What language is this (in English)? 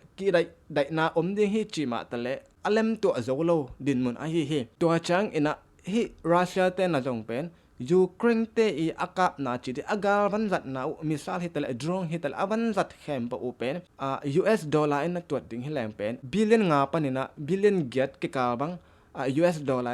Tedim Chin